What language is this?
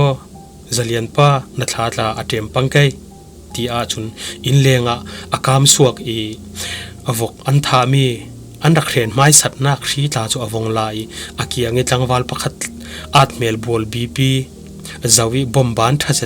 Falam Chin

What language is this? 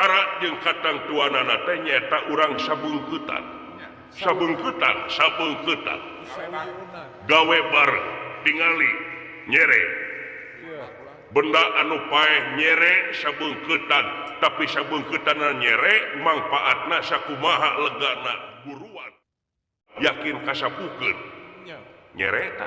Sundanese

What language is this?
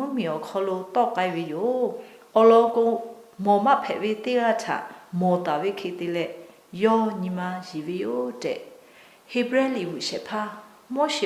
Lahu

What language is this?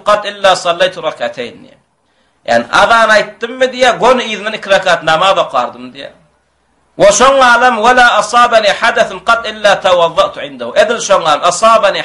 Turkmen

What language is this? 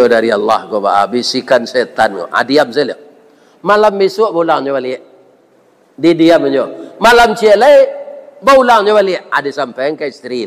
Minangkabau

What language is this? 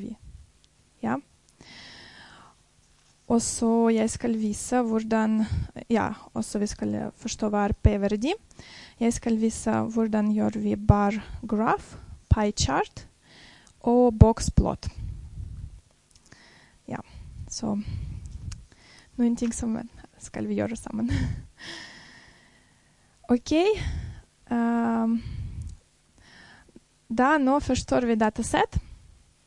Norwegian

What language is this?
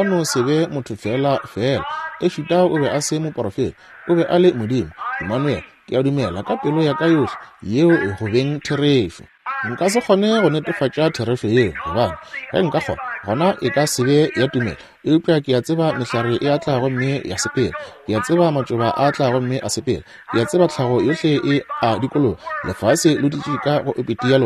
Northern Sotho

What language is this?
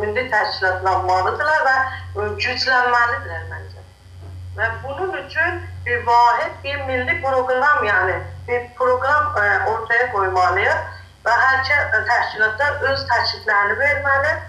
South Azerbaijani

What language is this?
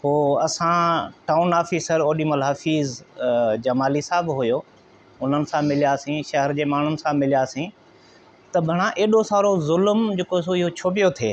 Sindhi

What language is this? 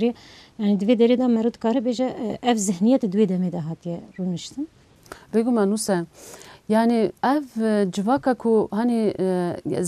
Kurdish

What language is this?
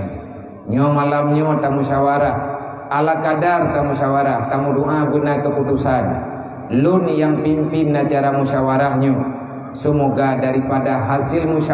Achinese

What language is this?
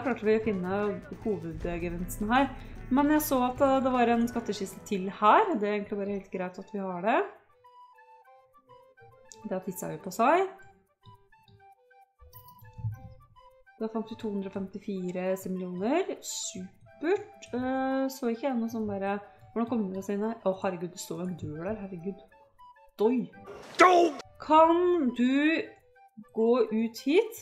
Norwegian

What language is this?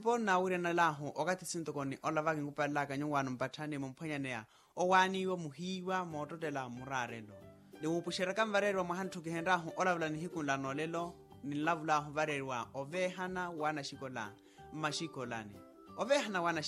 Makhuwa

